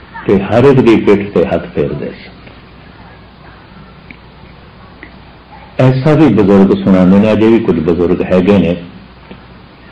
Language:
Punjabi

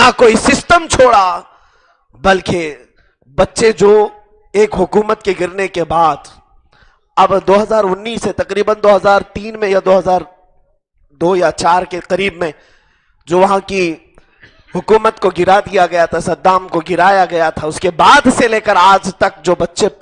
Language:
Urdu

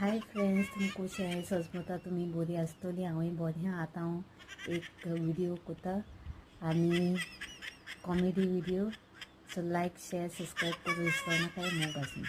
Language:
Konkani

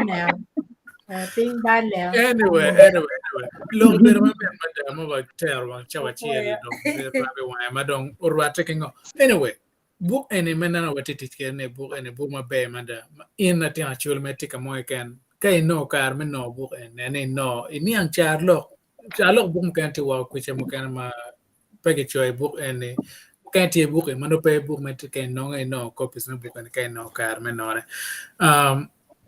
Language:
Acoli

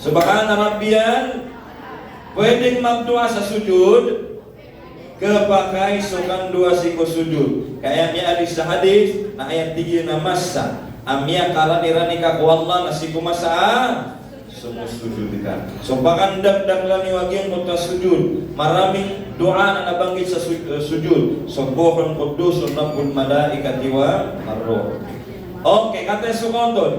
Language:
Maranao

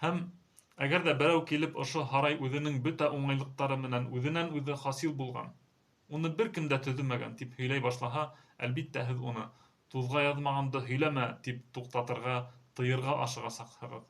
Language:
Bashkir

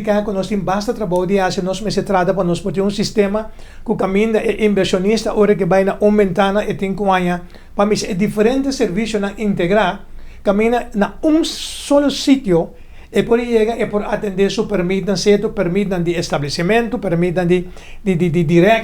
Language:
Papiamento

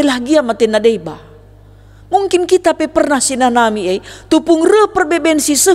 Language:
Batak Karo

